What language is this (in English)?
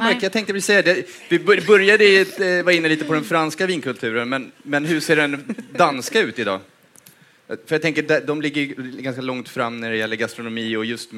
Swedish